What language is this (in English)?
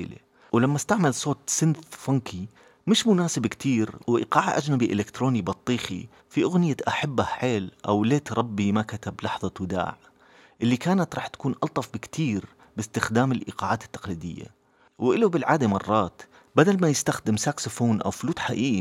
North Levantine Arabic